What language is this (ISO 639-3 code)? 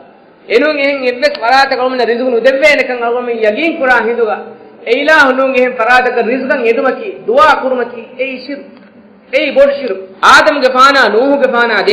div